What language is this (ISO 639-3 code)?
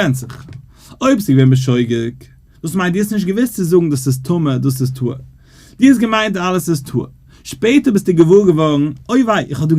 yid